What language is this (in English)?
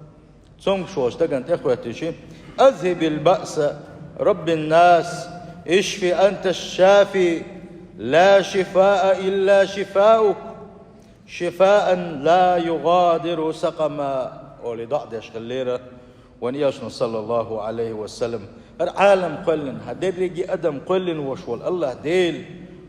Chechen